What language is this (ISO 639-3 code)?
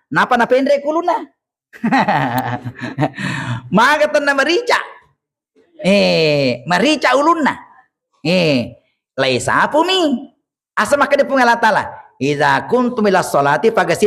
bug